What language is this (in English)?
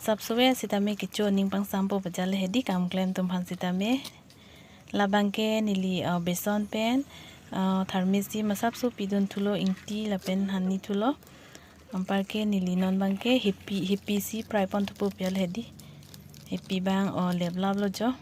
Karbi